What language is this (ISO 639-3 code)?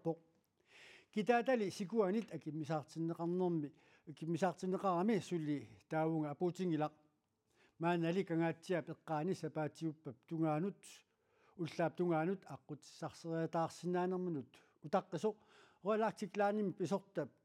kal